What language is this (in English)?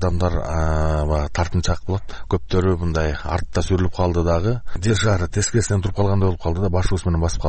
Kyrgyz